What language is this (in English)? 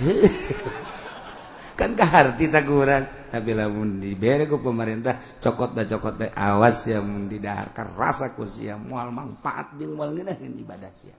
Sundanese